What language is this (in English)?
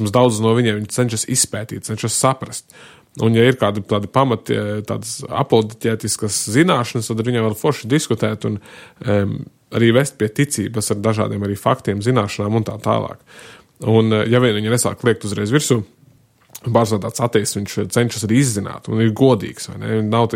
Latvian